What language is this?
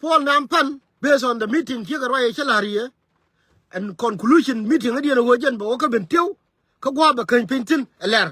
Nuer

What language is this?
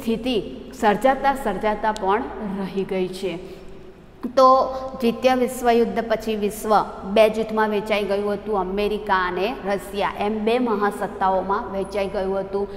Gujarati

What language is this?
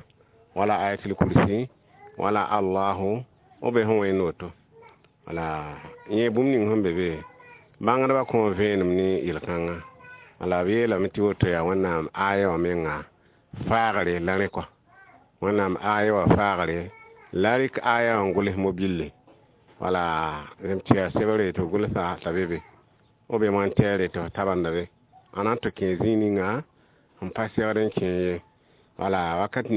Mossi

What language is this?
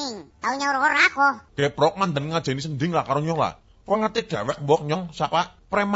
Javanese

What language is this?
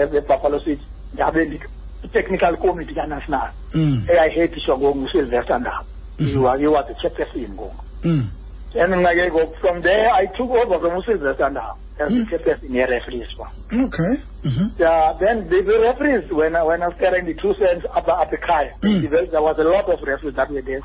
Xhosa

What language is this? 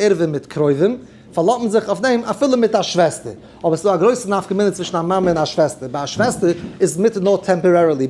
Yiddish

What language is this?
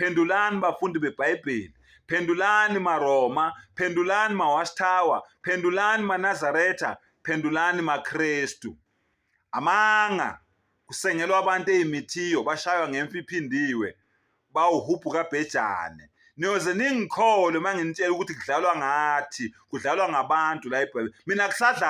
Zulu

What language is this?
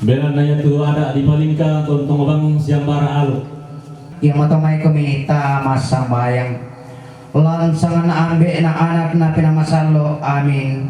Toraja-Sa'dan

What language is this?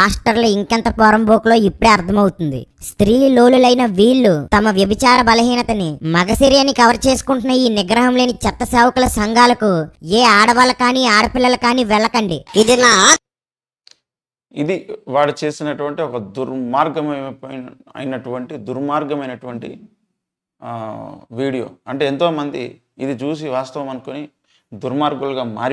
Telugu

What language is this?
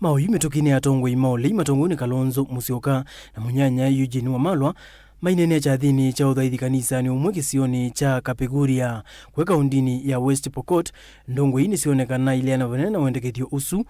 Kamba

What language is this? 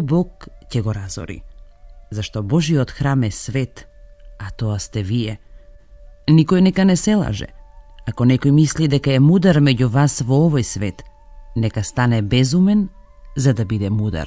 Macedonian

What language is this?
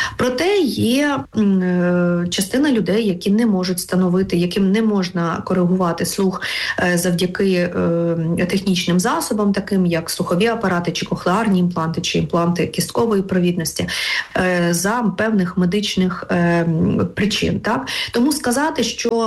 Ukrainian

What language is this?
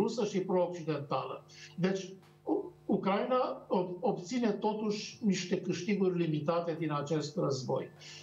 Romanian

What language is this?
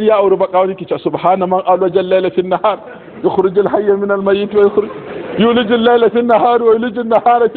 Hausa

